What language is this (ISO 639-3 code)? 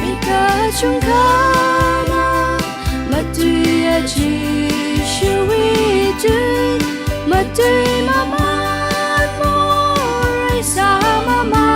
nmf